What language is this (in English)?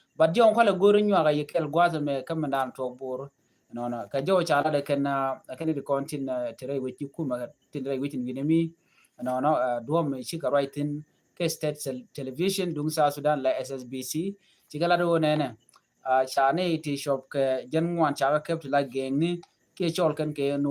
Nuer